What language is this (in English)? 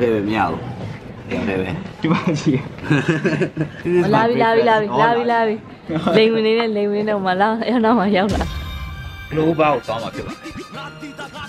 Burmese